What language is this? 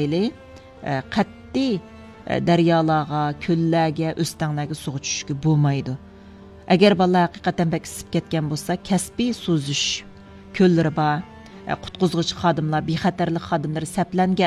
Uyghur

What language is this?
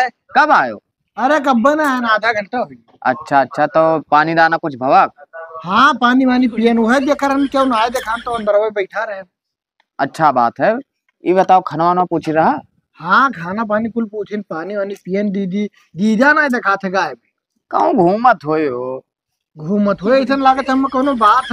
Awadhi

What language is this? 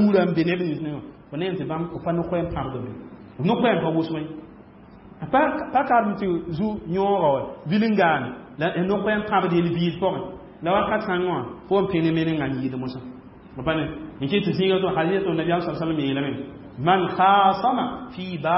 Mossi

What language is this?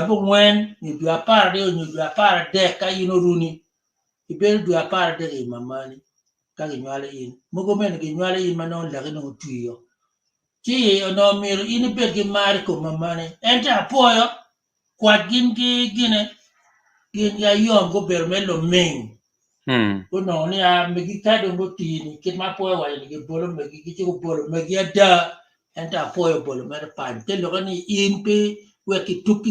Acoli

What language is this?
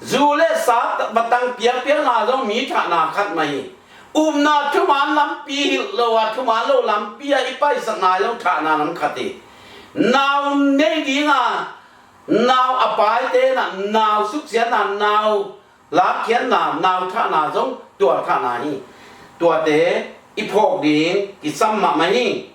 Tedim Chin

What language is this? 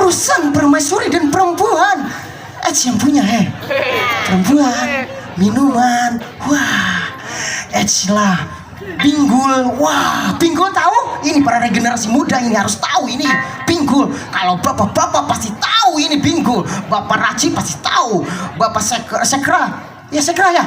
Banjar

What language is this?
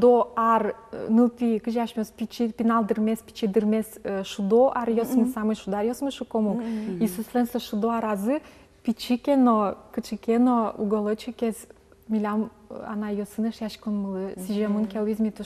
Udmurt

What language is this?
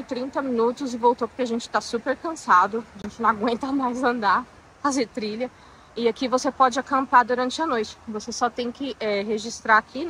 Portuguese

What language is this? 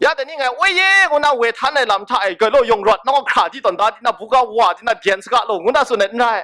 Kachin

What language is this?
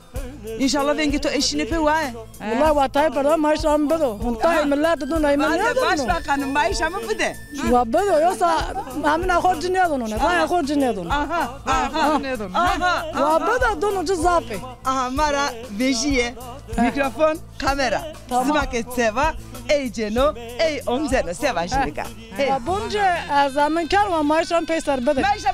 Zaza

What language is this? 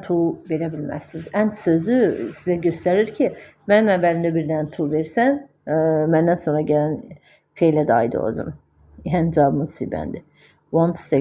Azerbaijani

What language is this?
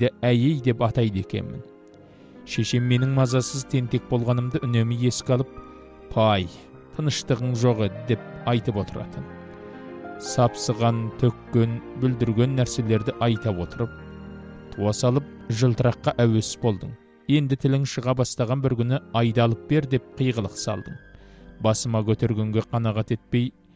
Kazakh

